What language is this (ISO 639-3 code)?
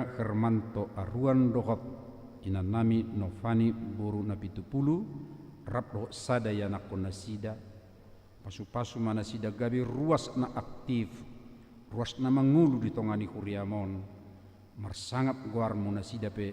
bbc